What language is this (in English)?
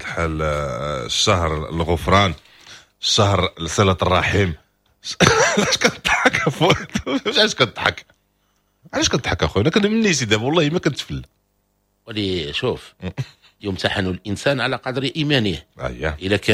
Moroccan Arabic